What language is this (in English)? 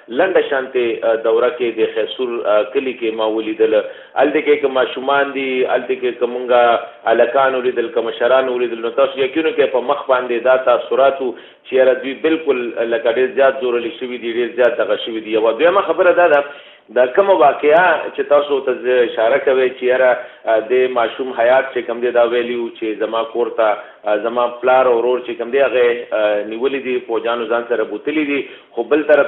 Pashto